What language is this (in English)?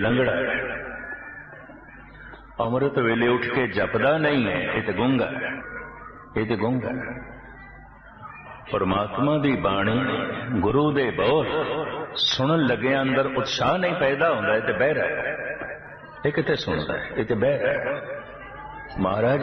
Punjabi